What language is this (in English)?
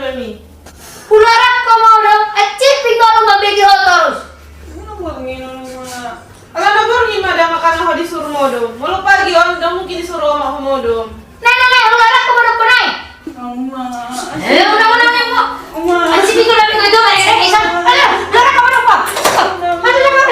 Batak Toba